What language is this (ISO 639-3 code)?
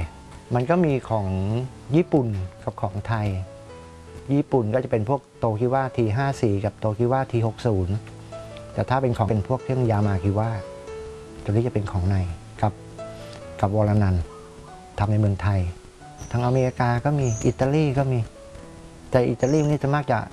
tha